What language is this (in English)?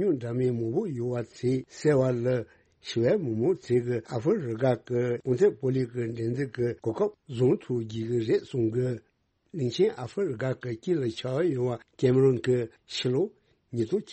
Tibetan